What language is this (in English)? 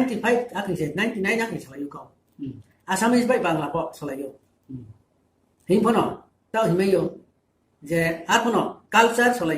Riang (India)